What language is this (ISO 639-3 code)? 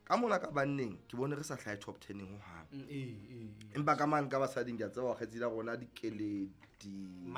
sot